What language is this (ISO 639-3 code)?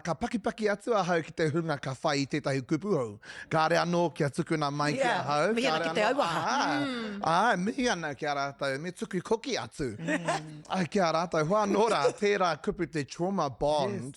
mri